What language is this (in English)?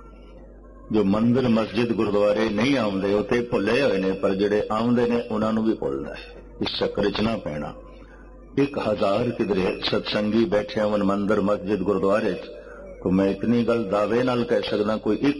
Punjabi